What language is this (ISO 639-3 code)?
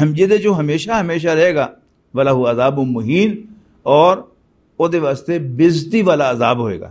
lah